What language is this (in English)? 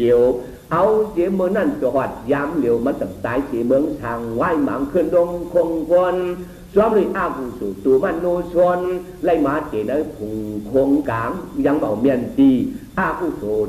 Shan